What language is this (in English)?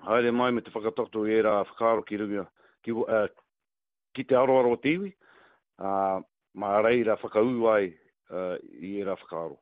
Māori